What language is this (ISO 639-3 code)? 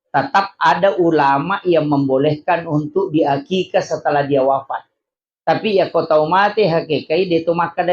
bug